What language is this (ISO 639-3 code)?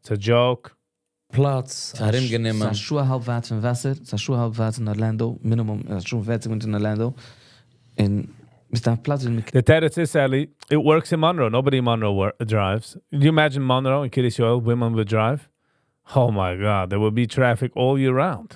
yid